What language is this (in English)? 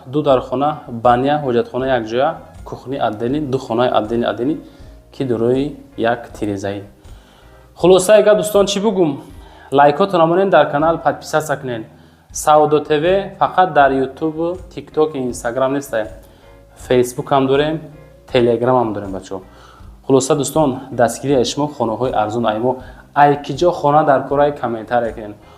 Tajik